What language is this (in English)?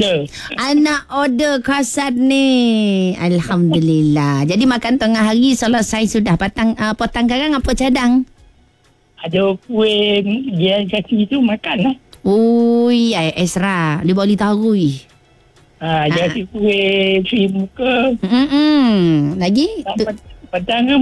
Malay